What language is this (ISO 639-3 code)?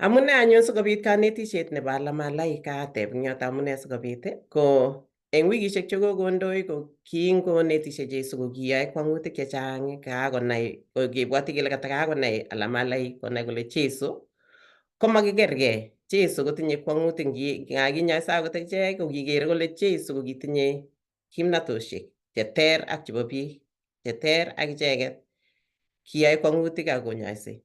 kln